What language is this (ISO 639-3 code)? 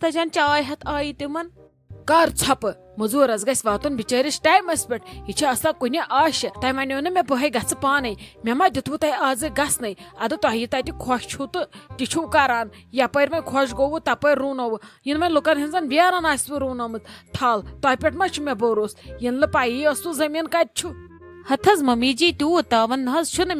kas